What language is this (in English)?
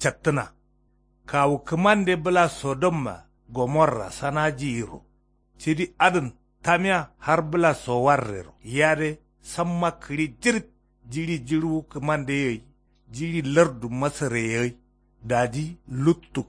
Kanuri